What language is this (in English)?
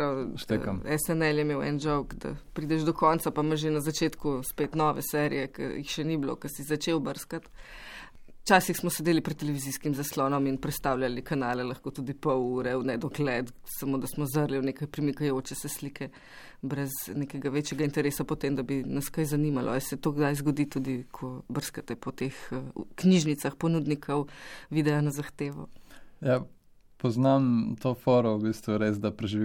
Slovenian